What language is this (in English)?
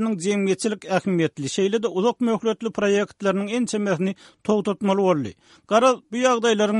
Turkmen